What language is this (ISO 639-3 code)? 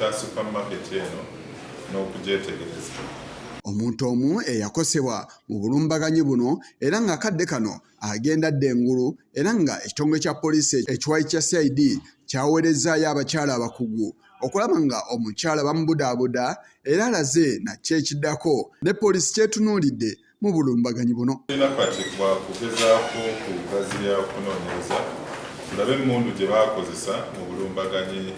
lug